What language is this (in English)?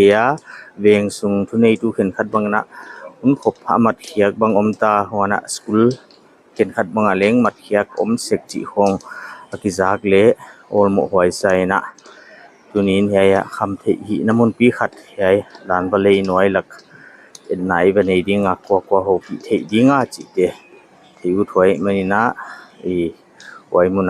Paite Chin